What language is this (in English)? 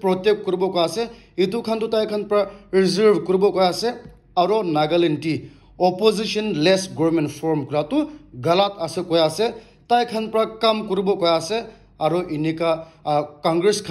Naga Pidgin